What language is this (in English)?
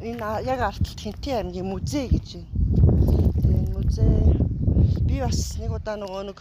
Mongolian